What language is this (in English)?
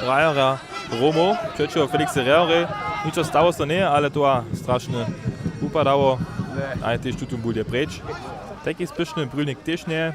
Upper Sorbian